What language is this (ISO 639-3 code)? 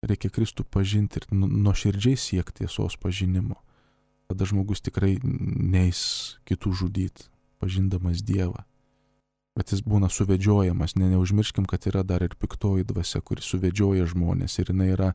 lit